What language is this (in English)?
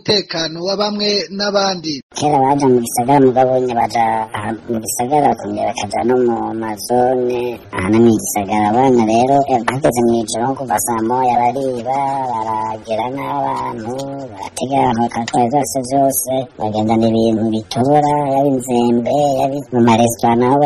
Rundi